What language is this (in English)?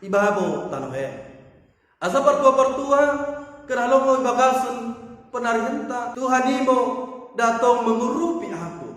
Batak Dairi